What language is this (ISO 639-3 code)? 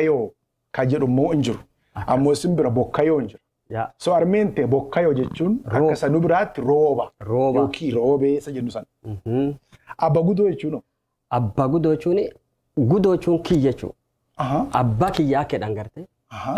orm